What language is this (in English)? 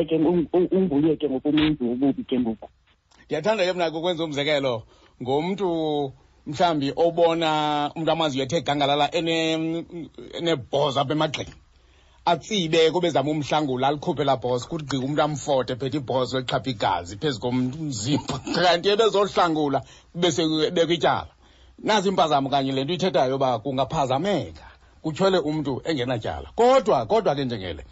Xhosa